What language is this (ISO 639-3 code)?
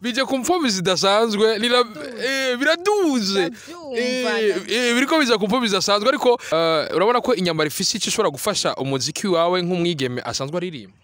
run